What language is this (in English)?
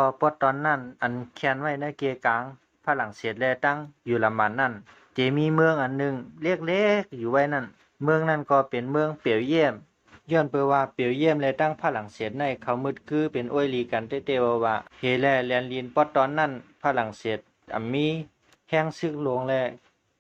Shan